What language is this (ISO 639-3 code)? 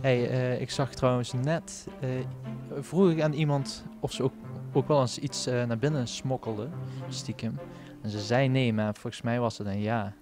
lim